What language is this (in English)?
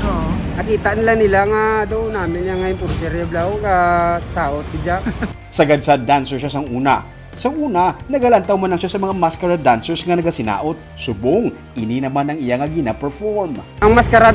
Hiligaynon